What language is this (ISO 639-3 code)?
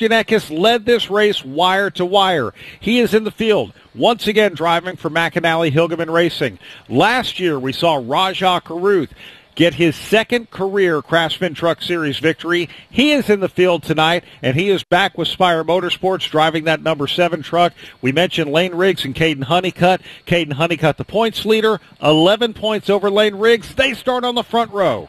eng